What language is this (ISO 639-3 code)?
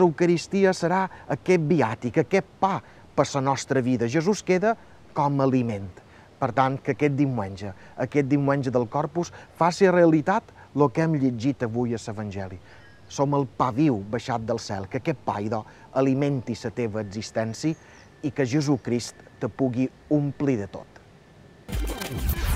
cat